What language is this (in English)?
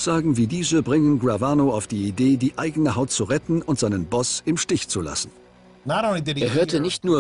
German